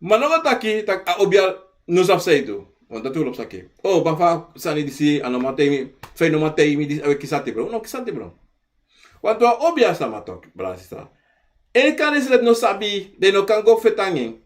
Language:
Sranan Tongo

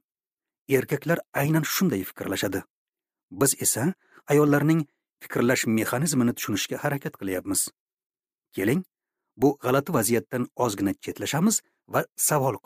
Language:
Uzbek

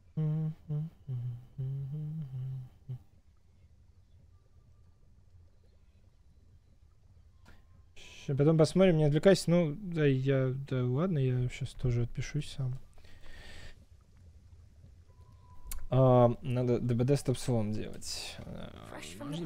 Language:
Russian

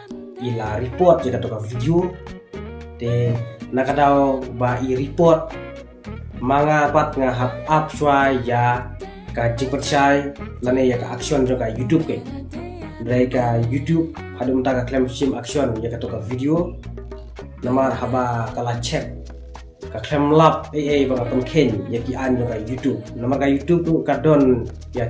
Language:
Khasi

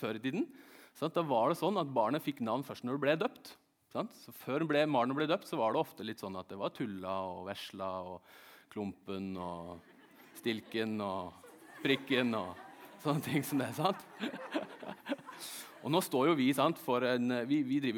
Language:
Norwegian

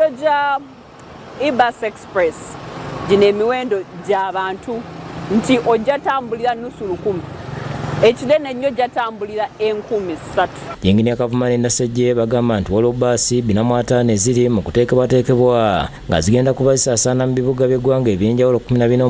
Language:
Ganda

